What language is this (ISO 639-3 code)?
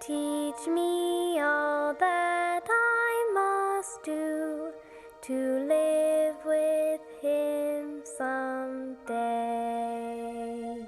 tah